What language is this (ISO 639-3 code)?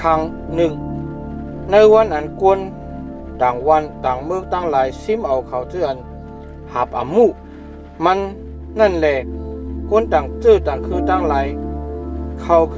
shn